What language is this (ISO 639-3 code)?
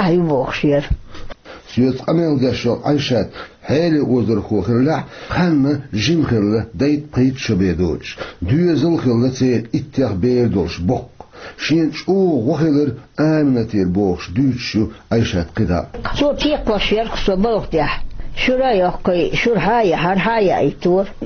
che